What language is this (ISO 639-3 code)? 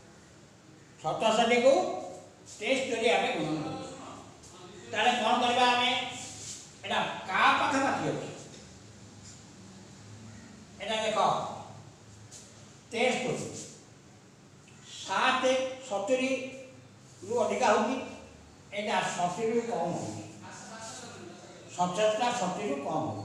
ori